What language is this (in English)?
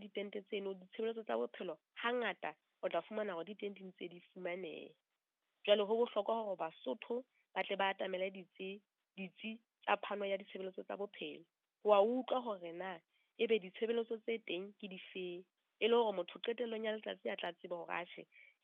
Southern Sotho